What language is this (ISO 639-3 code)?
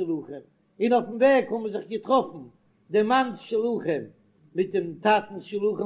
yid